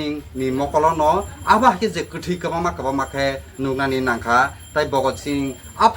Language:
Kok Borok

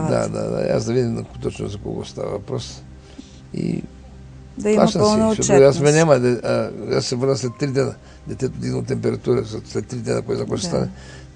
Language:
Bulgarian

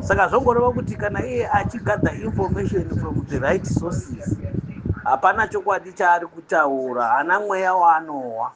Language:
Shona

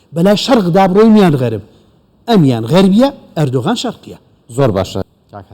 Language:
Central Kurdish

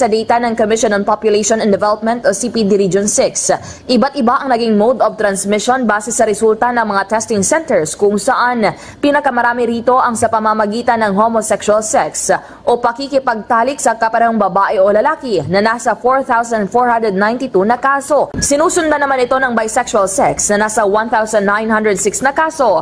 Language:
Hiligaynon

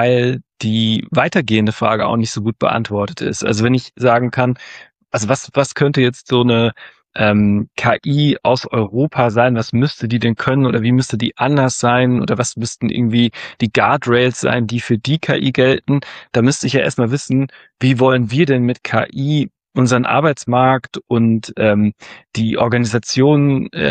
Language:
German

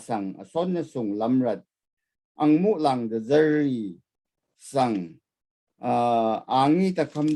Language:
Rawang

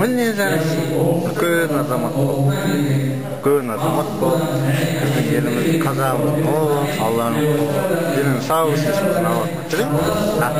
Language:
Kazakh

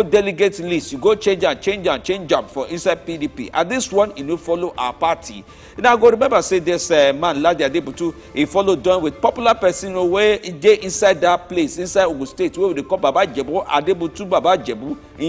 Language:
Nigerian Pidgin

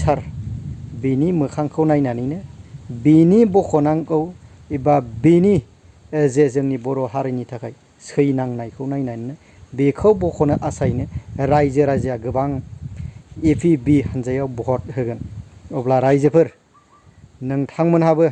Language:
Bodo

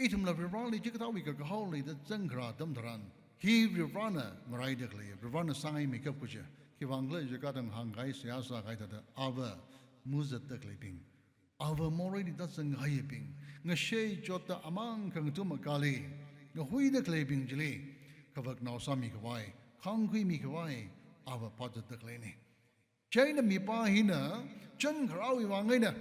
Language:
Tangkhul Naga (India)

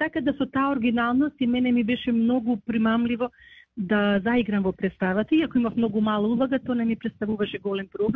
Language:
Macedonian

